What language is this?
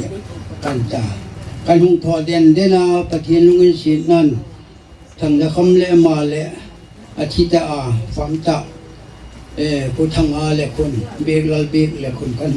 Hmar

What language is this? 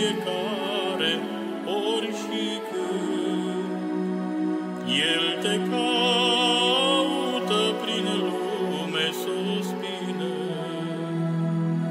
Romanian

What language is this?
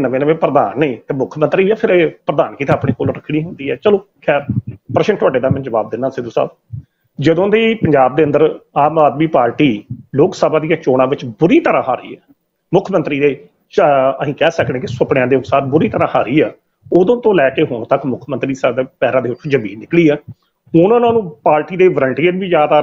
Punjabi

